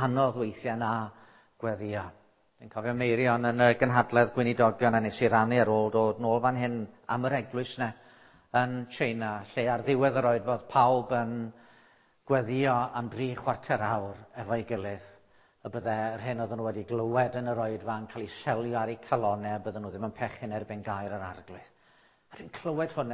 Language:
Welsh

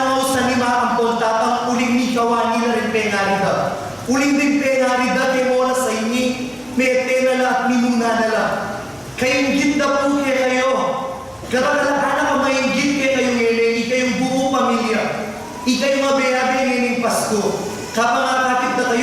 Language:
Pampanga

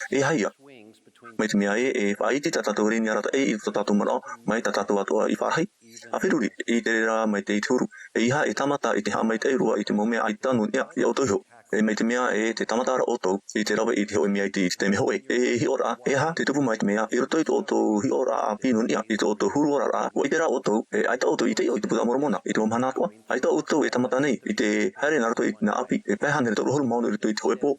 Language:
Tahitian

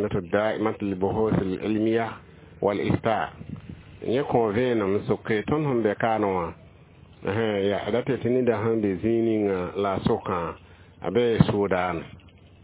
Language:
Mossi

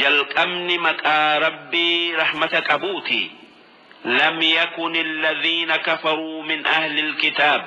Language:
Oromo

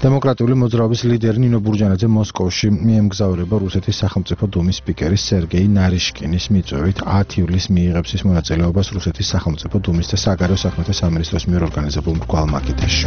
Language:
Georgian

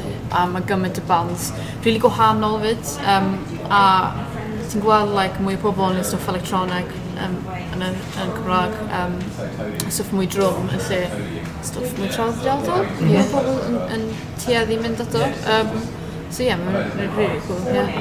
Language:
Welsh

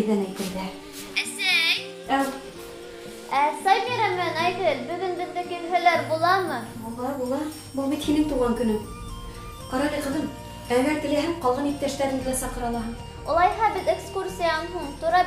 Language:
Bashkir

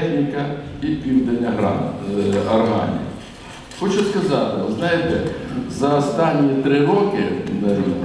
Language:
Ukrainian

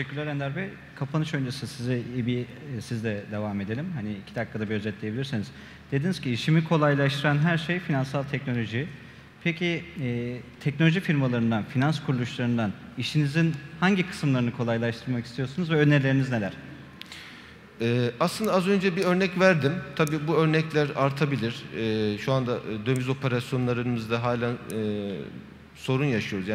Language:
Turkish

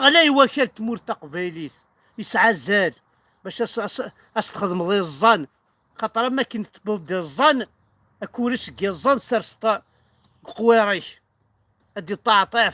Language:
Kabyle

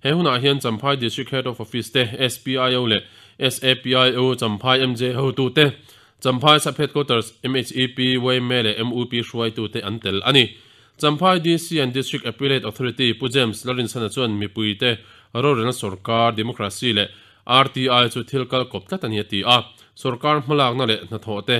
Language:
Mizo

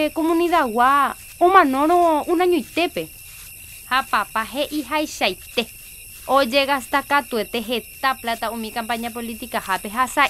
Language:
Guarani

